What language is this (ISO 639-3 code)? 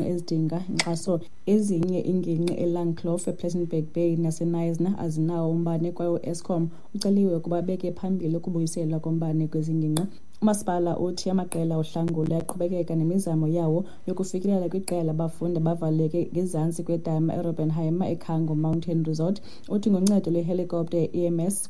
xho